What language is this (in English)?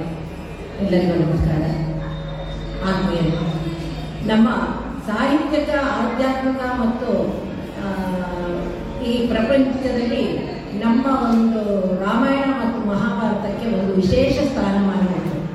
Kannada